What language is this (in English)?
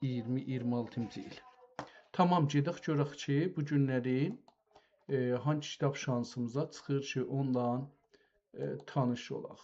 South Azerbaijani